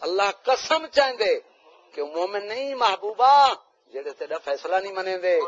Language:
Saraiki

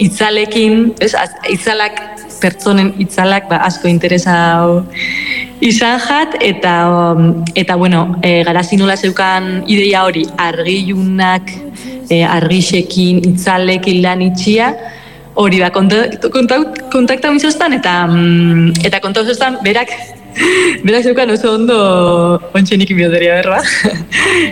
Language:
Basque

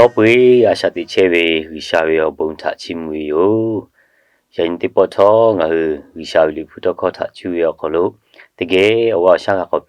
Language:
Lahu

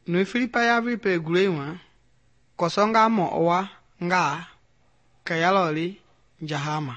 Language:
Mende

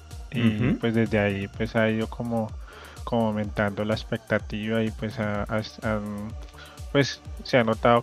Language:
Spanish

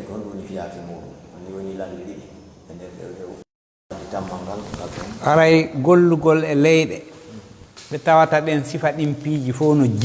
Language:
Fula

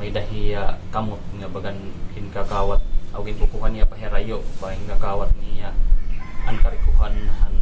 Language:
Waray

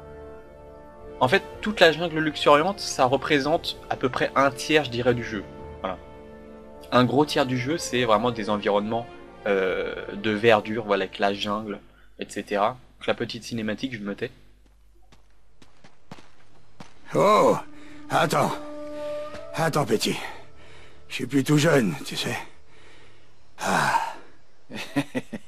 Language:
French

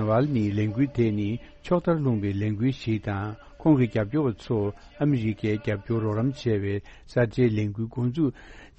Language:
Tibetan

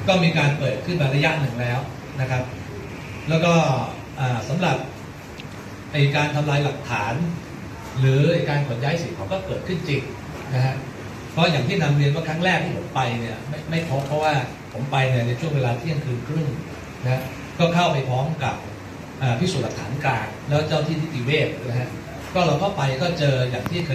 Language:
Thai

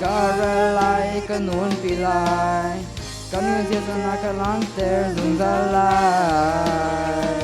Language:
Hakha Chin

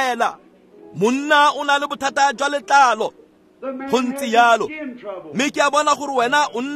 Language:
Tswana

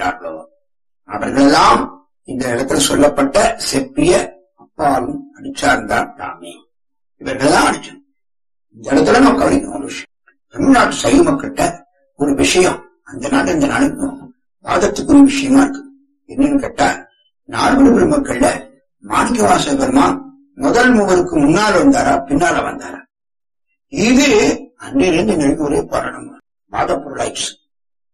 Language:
Tamil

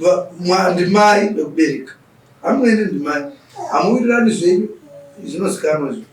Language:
Shona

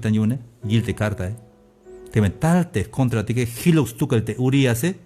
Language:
Tzeltal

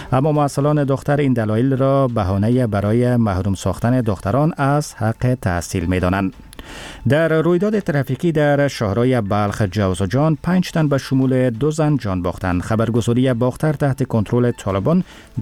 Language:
Persian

